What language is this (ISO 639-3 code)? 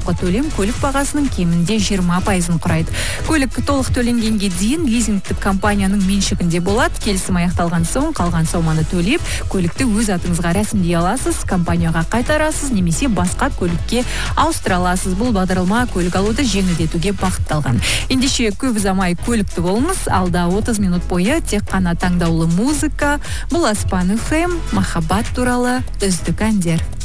kaz